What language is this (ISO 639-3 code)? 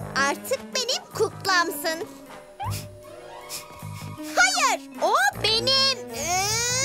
tur